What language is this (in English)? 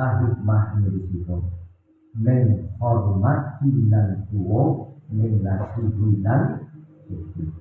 Minangkabau